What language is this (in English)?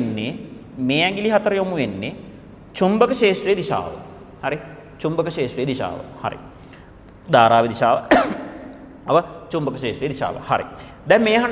Sinhala